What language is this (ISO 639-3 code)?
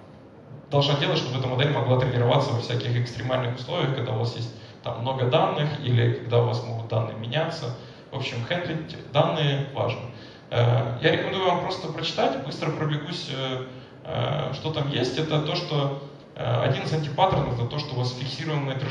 rus